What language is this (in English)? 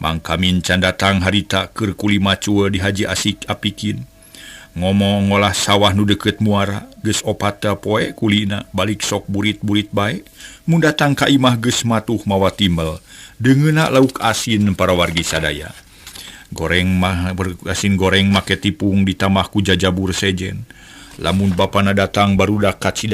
Sundanese